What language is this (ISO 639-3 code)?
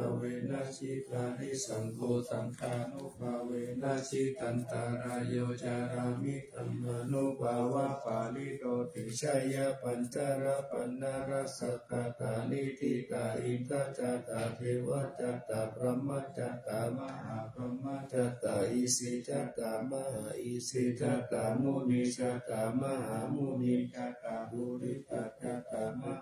pli